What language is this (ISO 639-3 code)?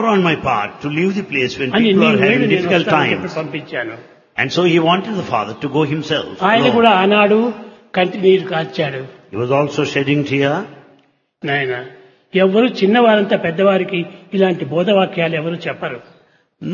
tel